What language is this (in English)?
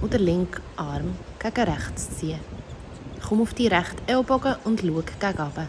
Swiss German